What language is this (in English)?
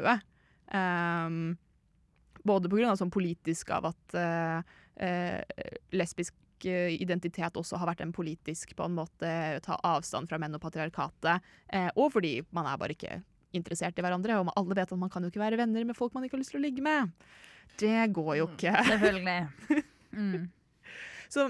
Norwegian